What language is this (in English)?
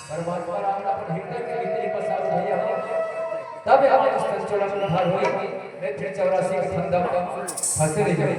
Chhattisgarhi